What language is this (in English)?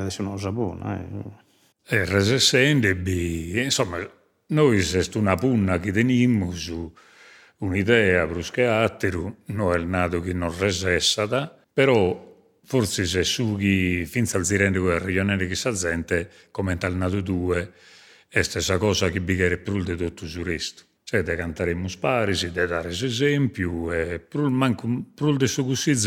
Sardinian